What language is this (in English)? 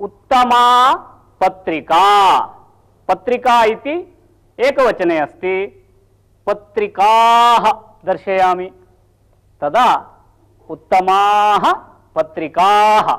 Sanskrit